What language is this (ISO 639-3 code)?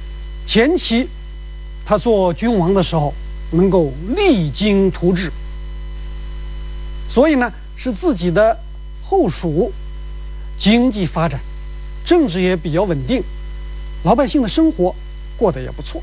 zho